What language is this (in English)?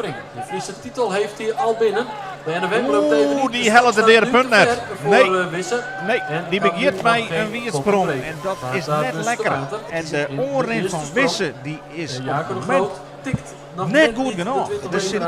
Western Frisian